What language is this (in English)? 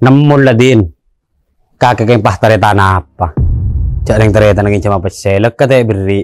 Madurese